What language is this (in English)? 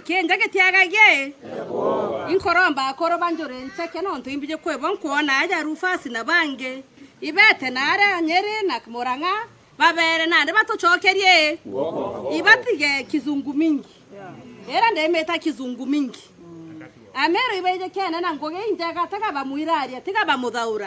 Meru